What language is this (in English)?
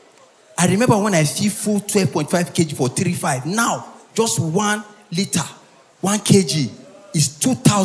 Nigerian Pidgin